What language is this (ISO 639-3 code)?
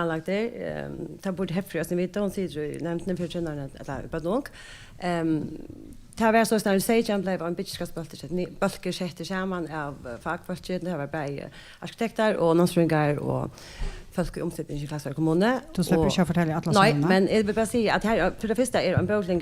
fao